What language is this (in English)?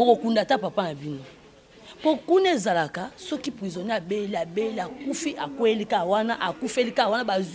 Lingala